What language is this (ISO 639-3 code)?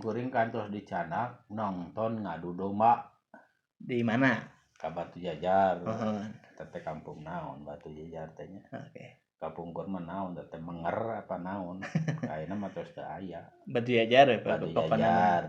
sun